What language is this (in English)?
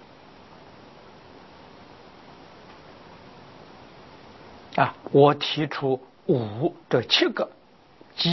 Chinese